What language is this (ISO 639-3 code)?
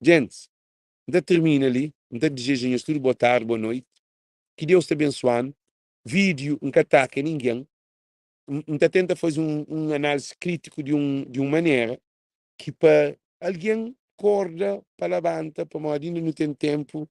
kea